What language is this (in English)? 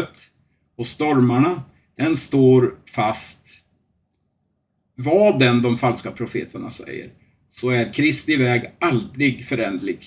Swedish